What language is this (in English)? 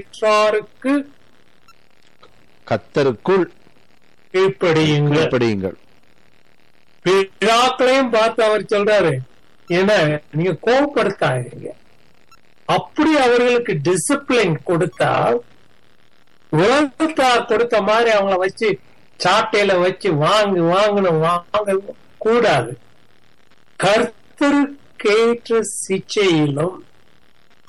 Tamil